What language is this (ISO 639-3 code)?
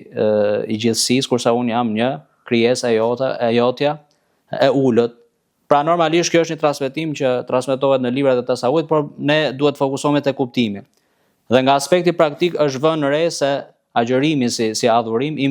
sqi